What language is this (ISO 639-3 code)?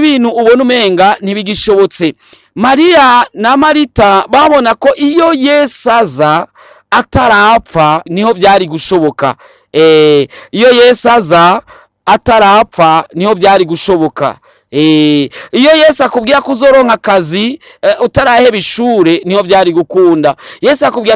run